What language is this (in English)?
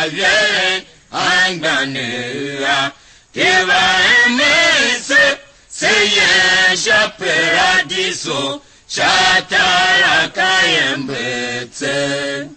Tiv